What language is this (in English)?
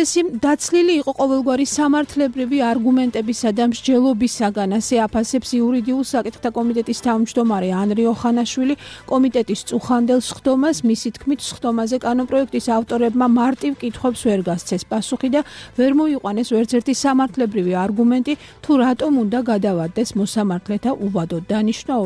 Georgian